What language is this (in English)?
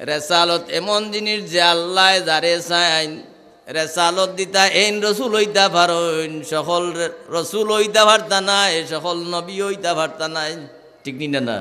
Sylheti